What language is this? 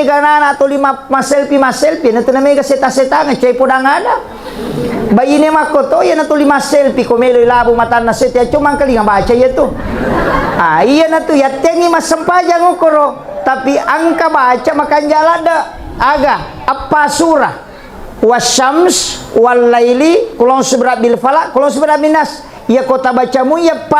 Buginese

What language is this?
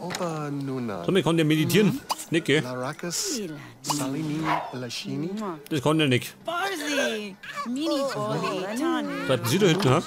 Bavarian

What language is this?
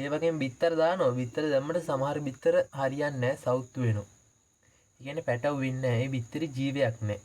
Sinhala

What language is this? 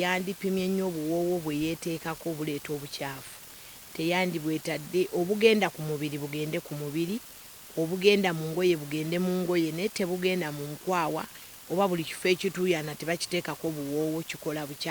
Ganda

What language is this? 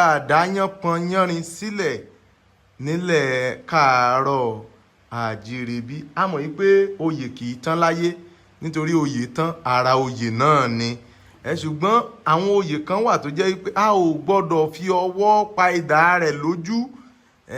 Yoruba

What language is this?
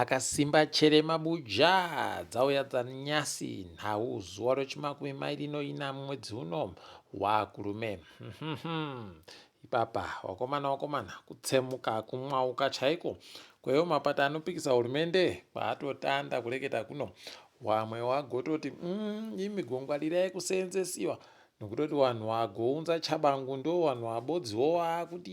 Ndau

